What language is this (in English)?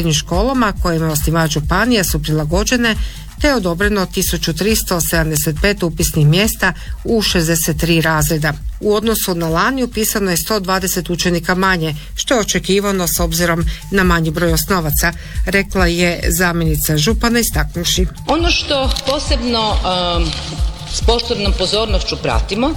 Croatian